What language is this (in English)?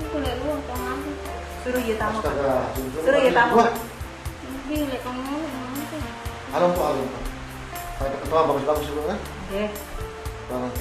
Sasak